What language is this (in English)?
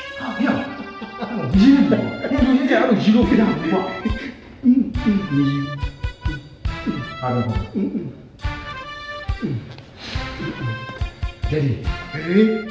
Burmese